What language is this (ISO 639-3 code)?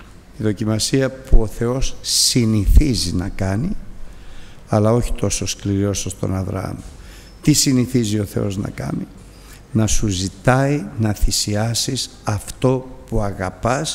ell